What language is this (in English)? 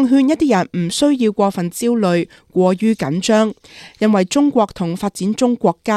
Cantonese